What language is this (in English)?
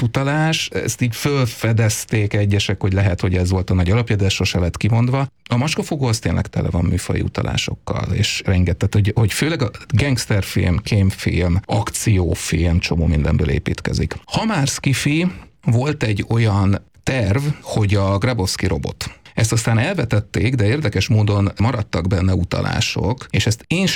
Hungarian